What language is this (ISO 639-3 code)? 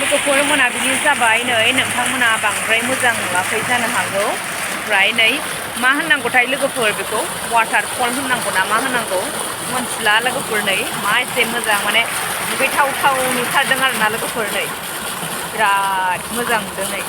brx